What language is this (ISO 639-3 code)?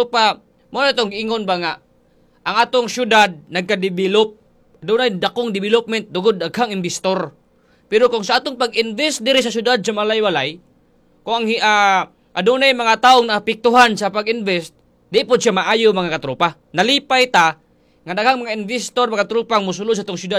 ceb